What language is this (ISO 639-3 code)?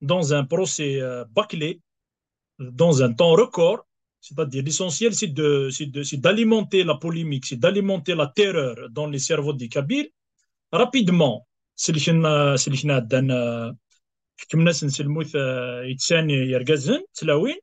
kab